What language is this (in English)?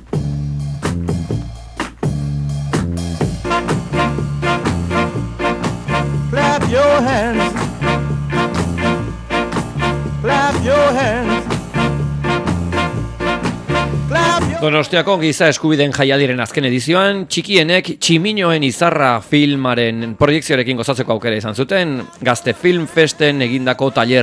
Basque